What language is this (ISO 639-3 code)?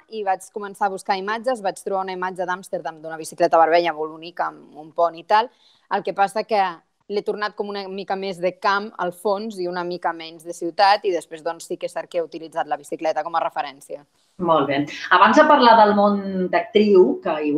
cat